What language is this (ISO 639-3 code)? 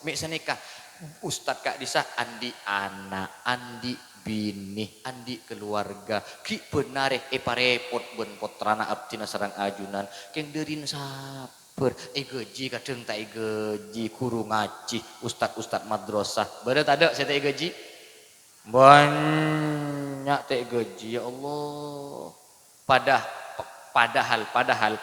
mad